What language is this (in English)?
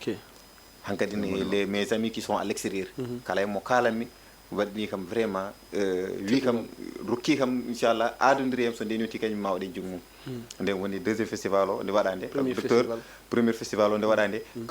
Fula